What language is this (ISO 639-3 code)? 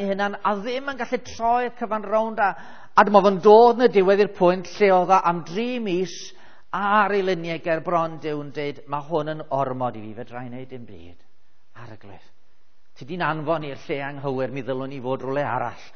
cym